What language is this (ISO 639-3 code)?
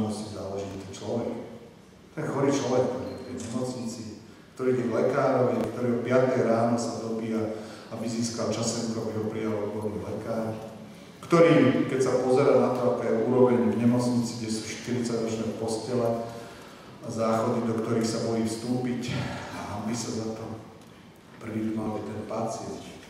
slk